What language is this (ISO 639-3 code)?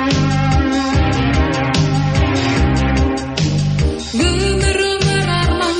kaz